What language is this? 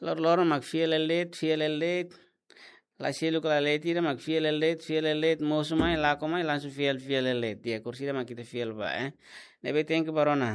Tetum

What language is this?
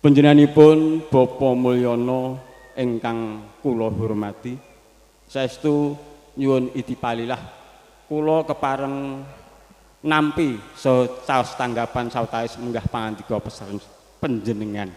Javanese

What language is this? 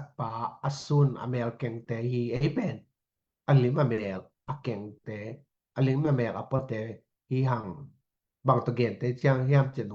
Tedim Chin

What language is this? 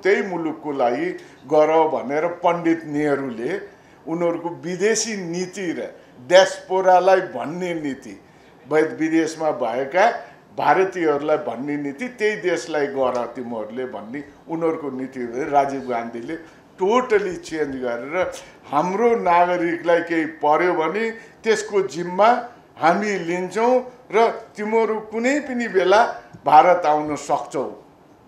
Nepali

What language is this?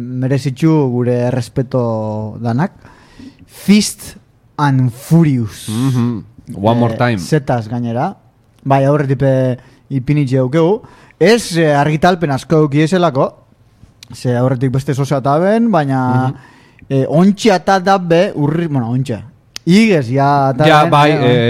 Basque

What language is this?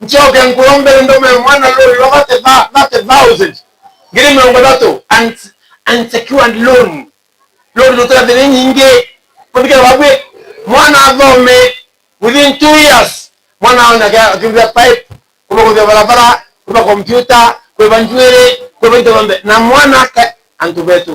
Meru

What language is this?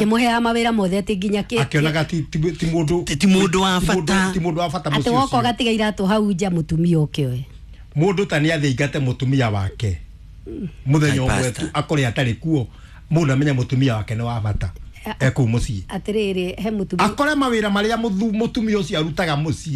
Kikuyu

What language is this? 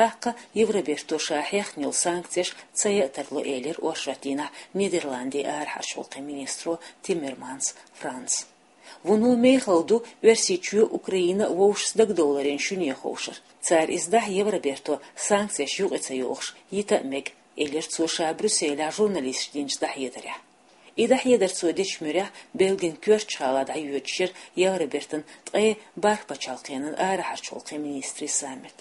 Chechen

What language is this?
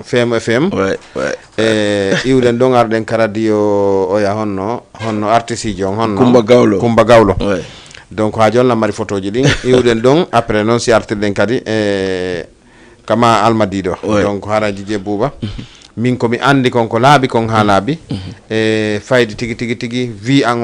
Fula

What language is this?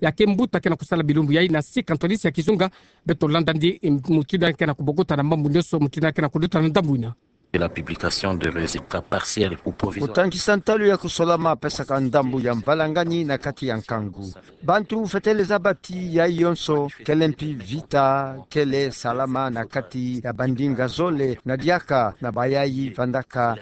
Kituba (Democratic Republic of Congo)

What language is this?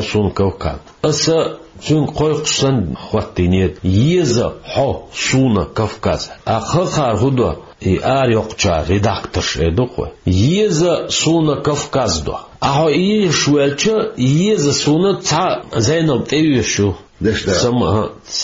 Chechen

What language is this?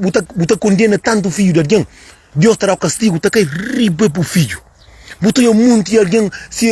Kabuverdianu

